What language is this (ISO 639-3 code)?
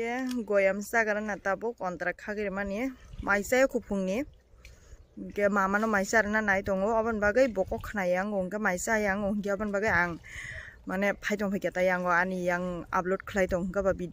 trp